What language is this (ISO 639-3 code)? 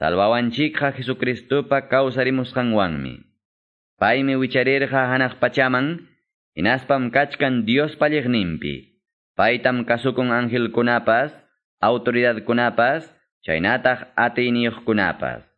que